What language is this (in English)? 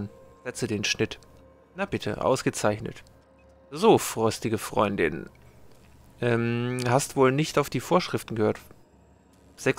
German